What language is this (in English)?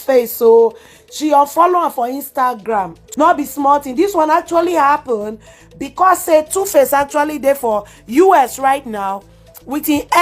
Nigerian Pidgin